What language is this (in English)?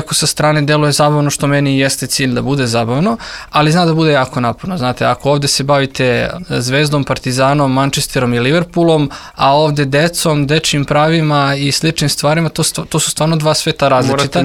Serbian